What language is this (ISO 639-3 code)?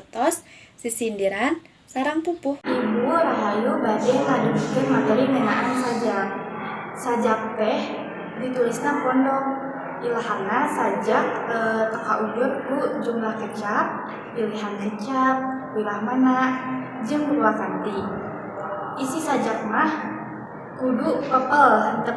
sun